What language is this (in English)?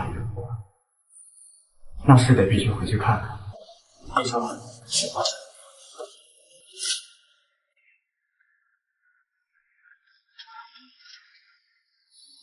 Chinese